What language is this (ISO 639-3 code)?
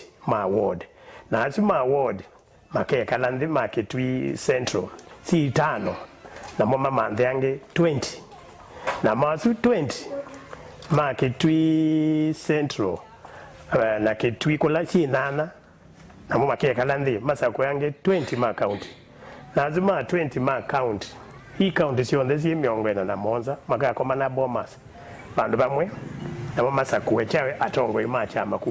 kam